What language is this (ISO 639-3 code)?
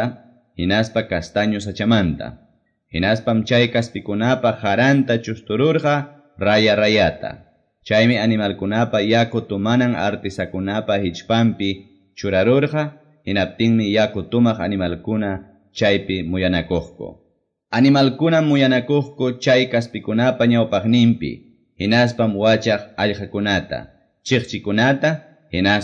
que